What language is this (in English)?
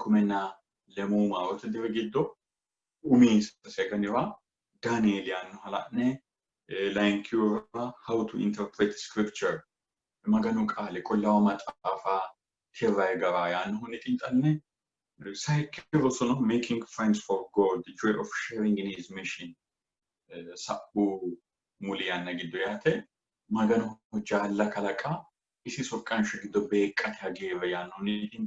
Sidamo